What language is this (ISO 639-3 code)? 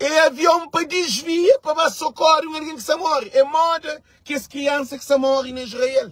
kea